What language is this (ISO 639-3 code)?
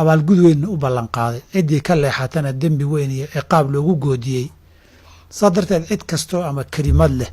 som